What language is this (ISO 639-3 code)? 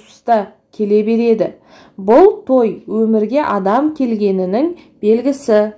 kaz